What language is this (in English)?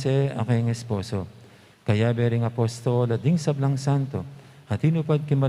Pampanga